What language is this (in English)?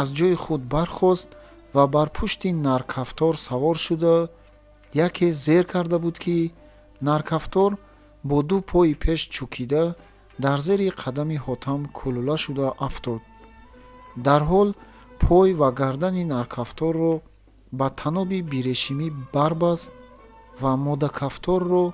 Tajik